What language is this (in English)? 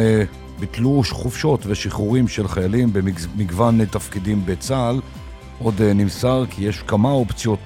Hebrew